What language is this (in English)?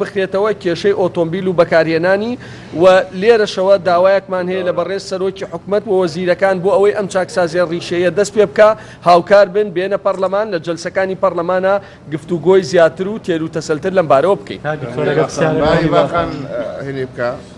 Central Kurdish